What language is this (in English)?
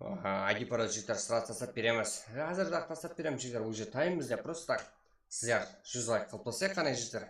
Kara-Kalpak